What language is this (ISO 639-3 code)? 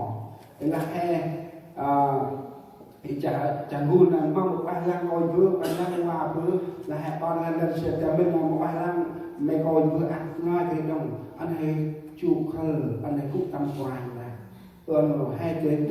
cmo